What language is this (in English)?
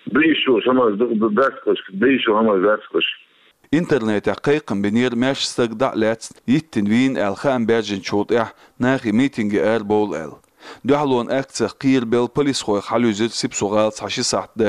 Chechen